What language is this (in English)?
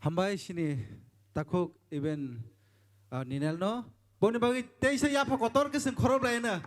Kok Borok